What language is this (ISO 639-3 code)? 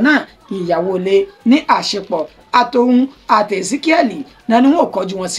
yor